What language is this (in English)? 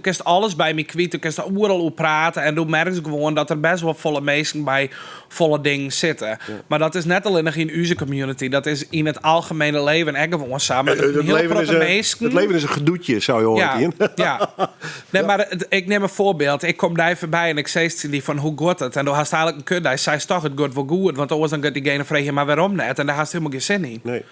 Western Frisian